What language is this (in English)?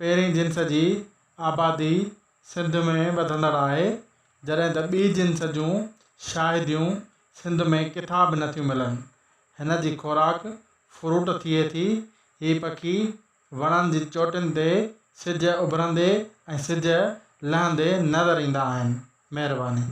Sindhi